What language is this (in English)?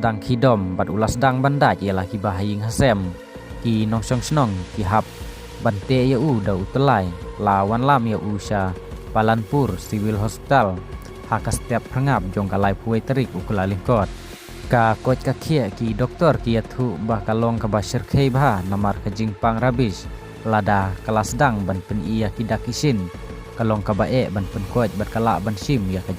Khasi